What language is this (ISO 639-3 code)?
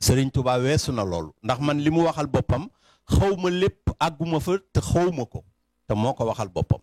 wol